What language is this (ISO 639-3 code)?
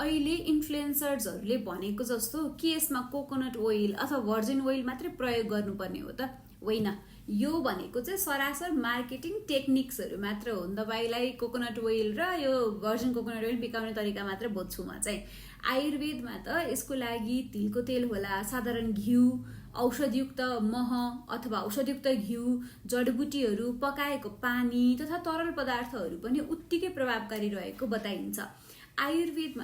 nep